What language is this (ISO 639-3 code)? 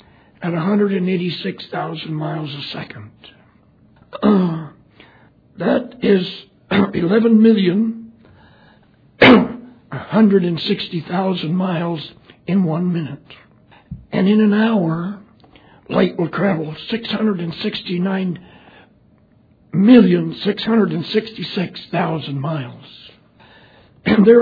eng